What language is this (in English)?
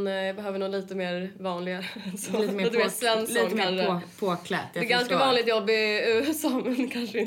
Swedish